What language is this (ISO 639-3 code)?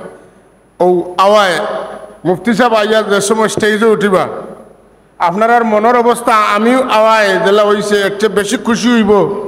syl